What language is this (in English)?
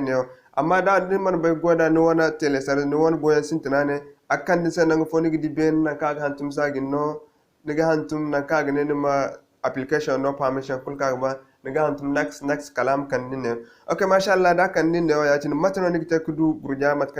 Zarma